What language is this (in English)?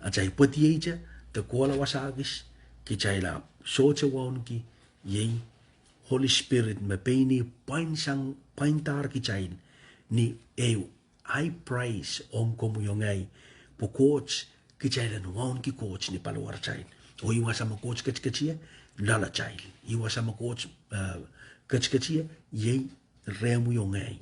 Pohnpeian